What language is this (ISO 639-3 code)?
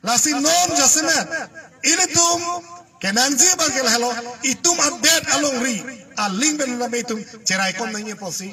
mjw